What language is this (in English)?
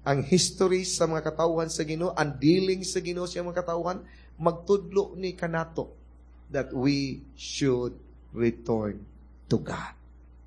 Cebuano